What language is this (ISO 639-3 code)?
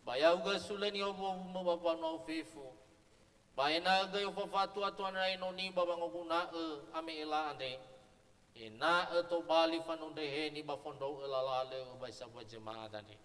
nia